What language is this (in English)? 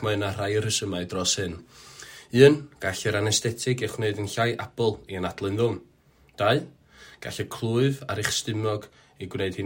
Welsh